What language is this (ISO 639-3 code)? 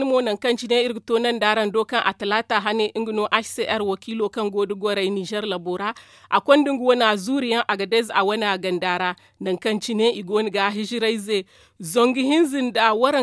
dje